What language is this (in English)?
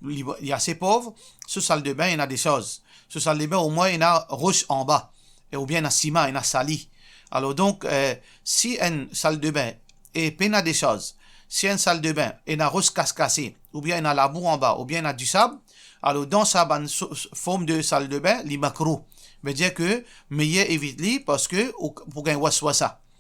Morisyen